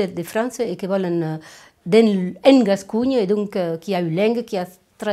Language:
Occitan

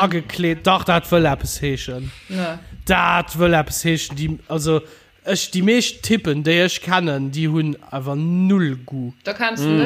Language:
Luxembourgish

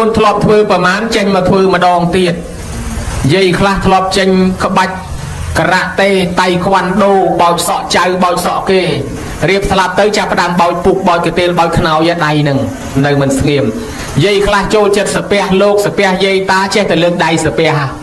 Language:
Khmer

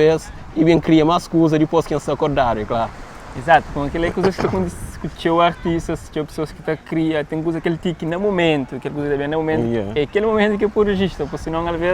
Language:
Kabuverdianu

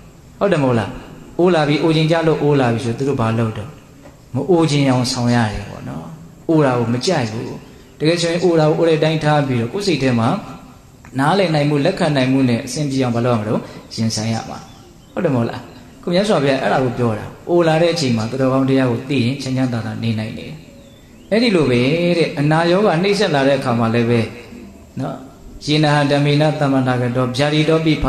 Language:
Burmese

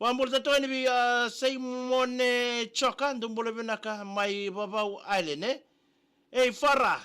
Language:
Fijian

